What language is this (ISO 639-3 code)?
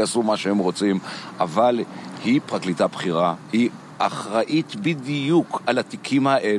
heb